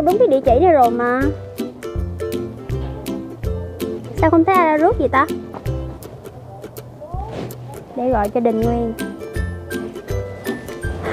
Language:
Vietnamese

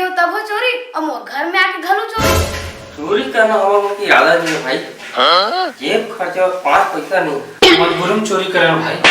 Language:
Chhattisgarhi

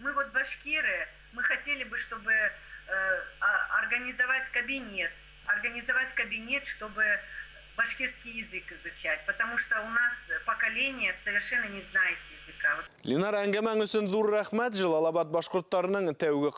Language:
Bashkir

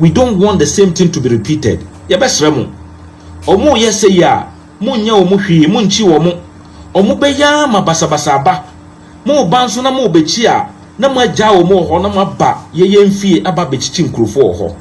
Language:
Akan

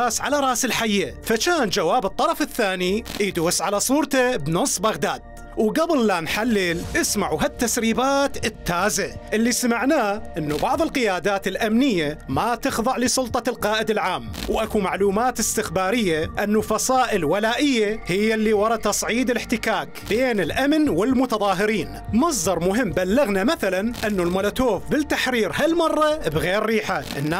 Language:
Mesopotamian Arabic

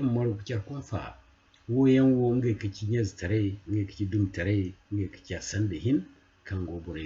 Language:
Zarma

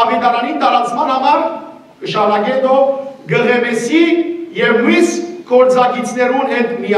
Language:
Western Armenian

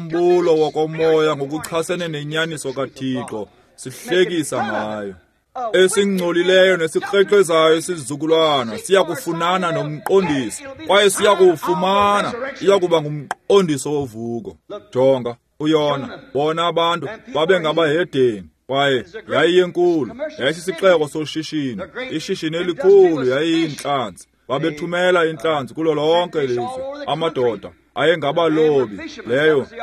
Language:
Xhosa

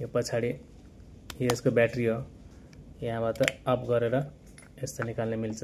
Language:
Nepali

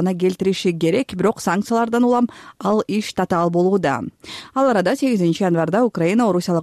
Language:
Kyrgyz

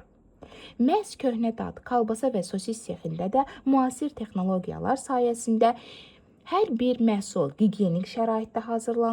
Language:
Azerbaijani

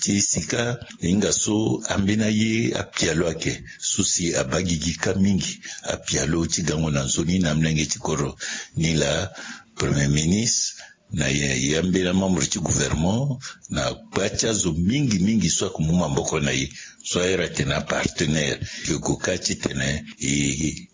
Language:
Sango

